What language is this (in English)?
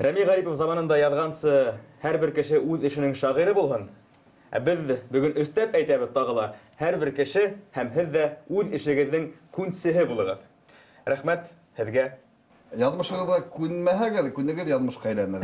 Bashkir